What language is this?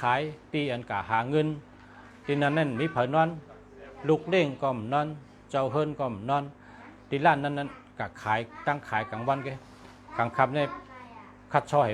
Shan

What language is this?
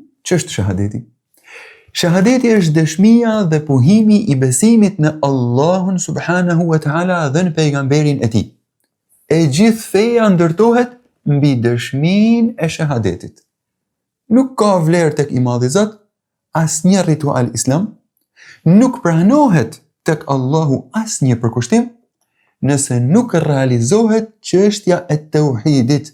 Albanian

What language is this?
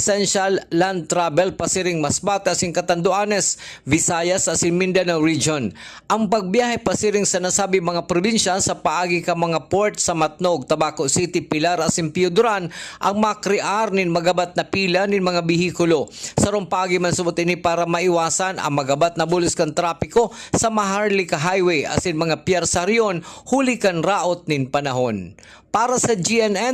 Bikol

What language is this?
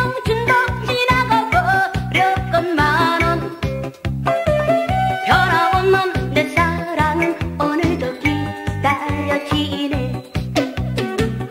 Korean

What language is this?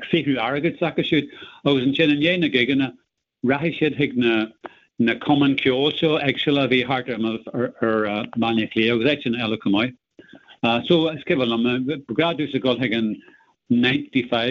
Irish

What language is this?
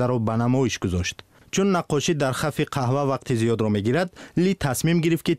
Tajik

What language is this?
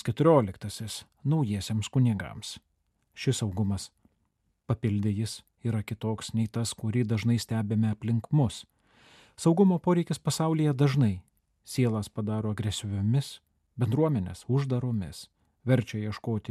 Lithuanian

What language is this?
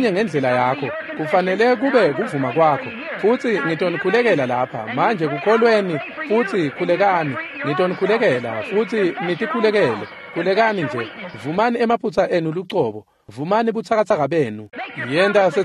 Swati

